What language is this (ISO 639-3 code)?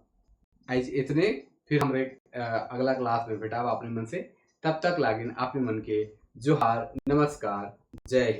sck